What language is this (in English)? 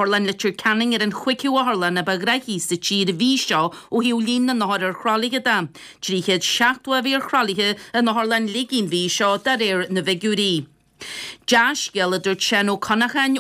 Irish